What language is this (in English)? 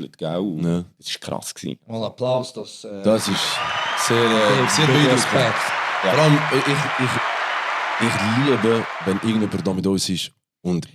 Swiss German